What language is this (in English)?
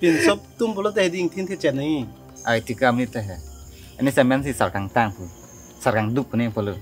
Karbi